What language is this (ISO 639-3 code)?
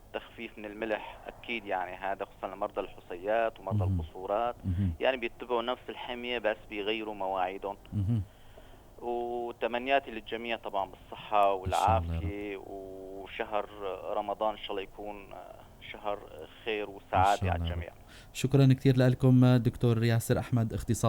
apc